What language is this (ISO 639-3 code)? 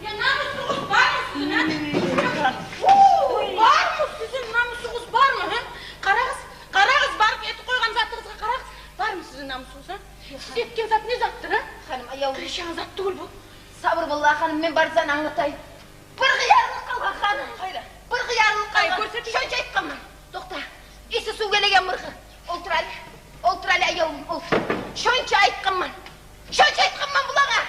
kum